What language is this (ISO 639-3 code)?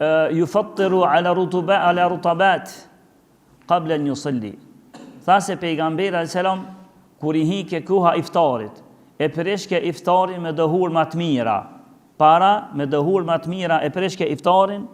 sqi